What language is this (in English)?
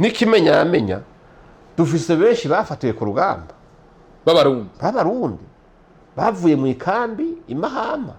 Rundi